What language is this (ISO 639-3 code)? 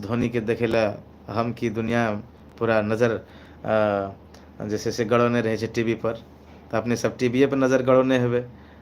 mai